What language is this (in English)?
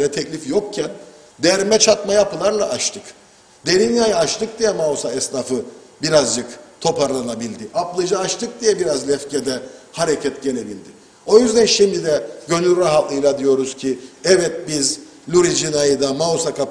Turkish